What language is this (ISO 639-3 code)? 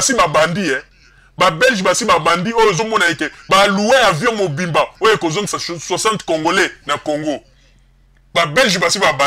lin